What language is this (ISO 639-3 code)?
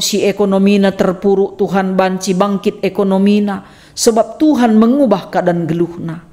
btx